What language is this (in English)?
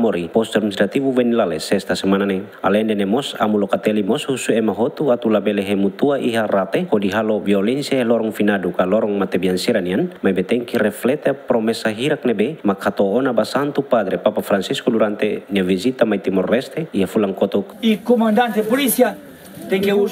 Tetum